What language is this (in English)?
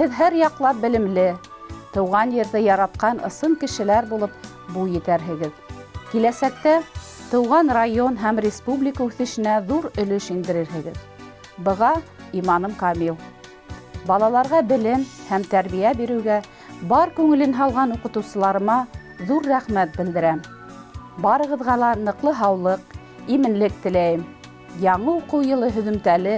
Bashkir